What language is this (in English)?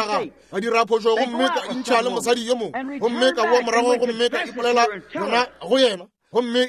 Northern Sotho